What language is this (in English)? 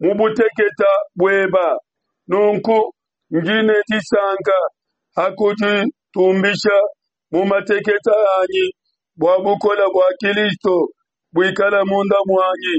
Luba-Lulua